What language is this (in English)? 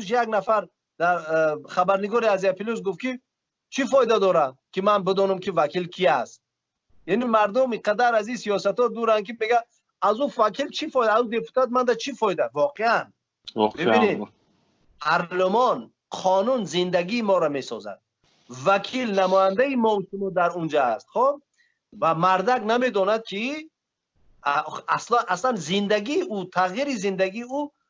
Tajik